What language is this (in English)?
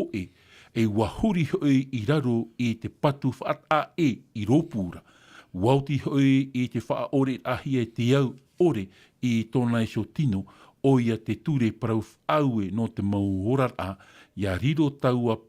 Tahitian